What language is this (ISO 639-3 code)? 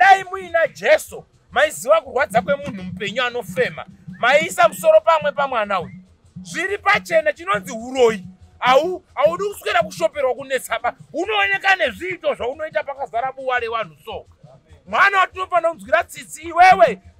sna